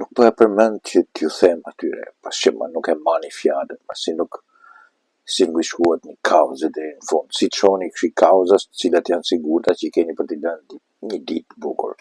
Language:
Albanian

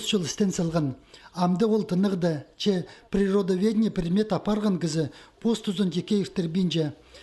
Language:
Khakas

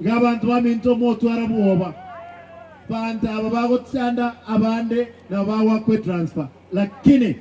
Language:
Gusii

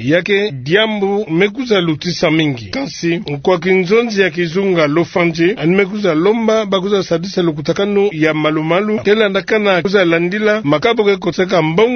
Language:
Kituba (Democratic Republic of Congo)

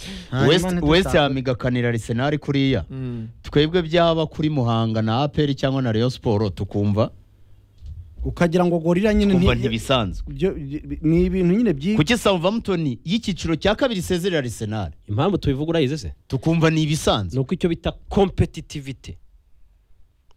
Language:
Kinyarwanda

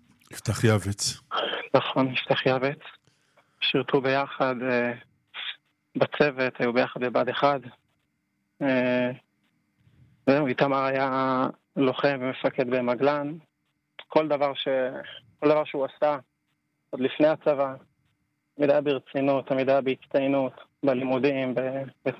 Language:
Hebrew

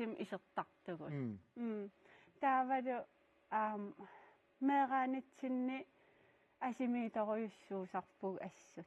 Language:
Kalaallisut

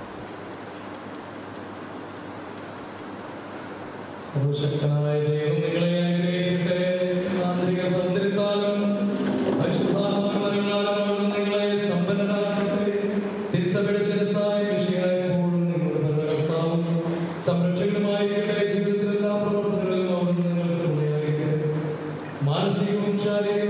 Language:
Malayalam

